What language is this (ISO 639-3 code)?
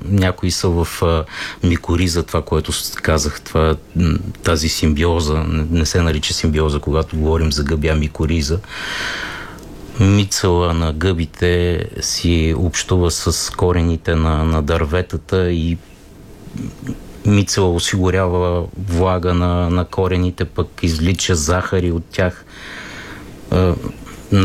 bul